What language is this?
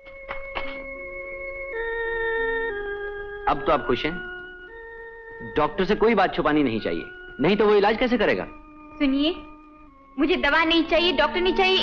Hindi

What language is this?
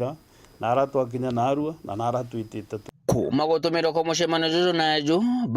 Meru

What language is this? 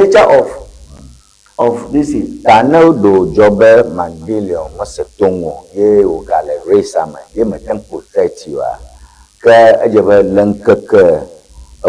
Ewe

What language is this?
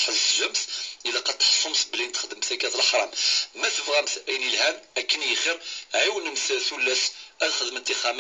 Kabyle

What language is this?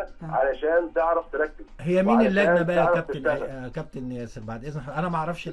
Egyptian Arabic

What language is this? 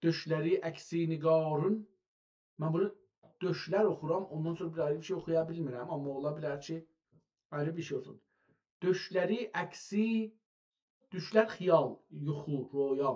South Azerbaijani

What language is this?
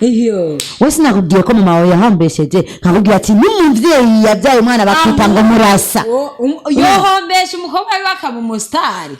Rundi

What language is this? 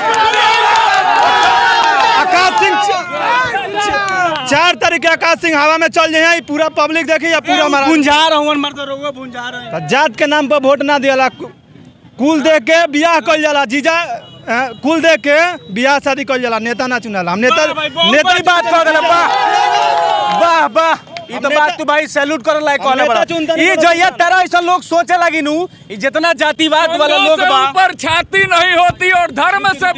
Bhojpuri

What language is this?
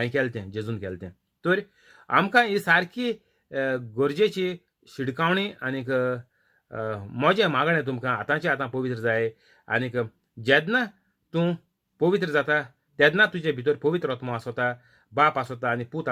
Konkani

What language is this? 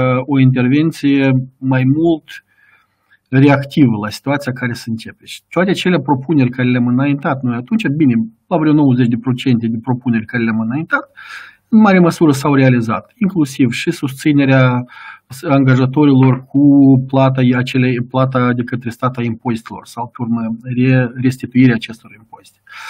Romanian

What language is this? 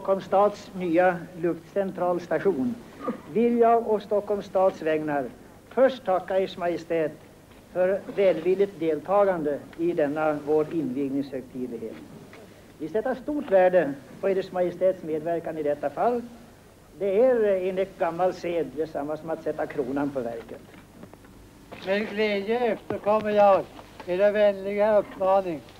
Swedish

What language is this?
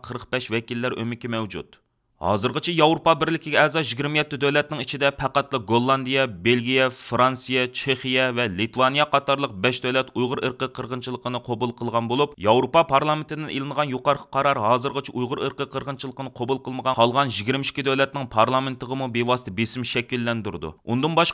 Uyghur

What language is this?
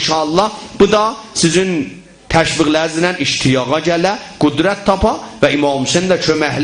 South Azerbaijani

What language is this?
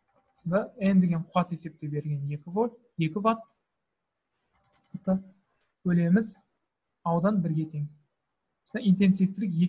Kazakh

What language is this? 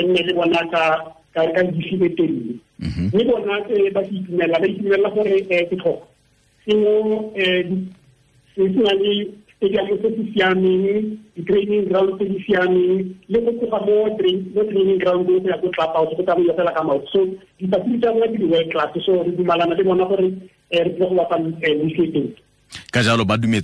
Tswana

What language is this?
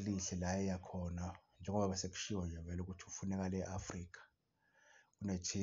Zulu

